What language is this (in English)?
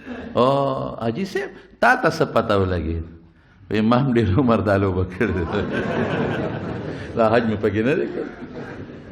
Pashto